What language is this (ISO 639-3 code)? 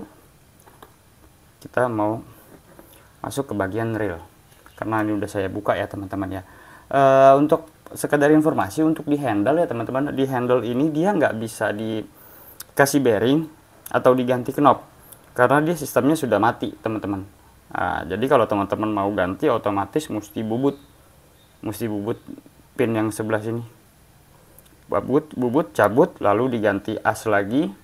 ind